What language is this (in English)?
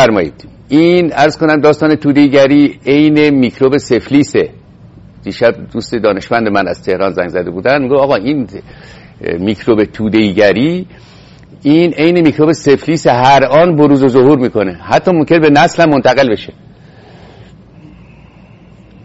Persian